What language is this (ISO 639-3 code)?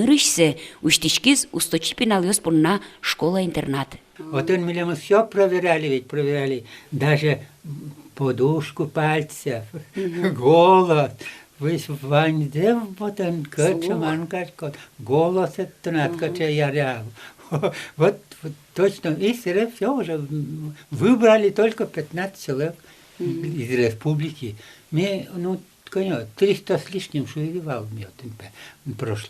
udm